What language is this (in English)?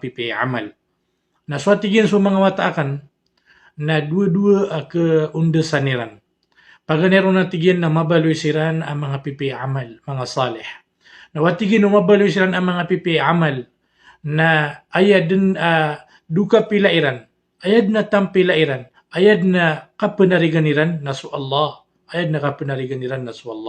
Maranao